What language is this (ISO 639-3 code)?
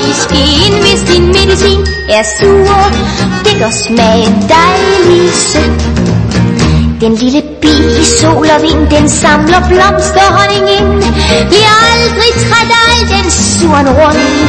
dan